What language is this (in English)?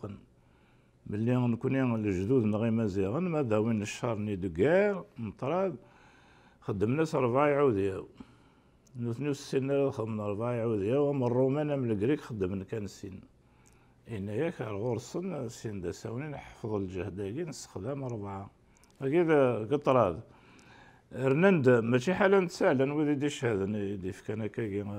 Kabyle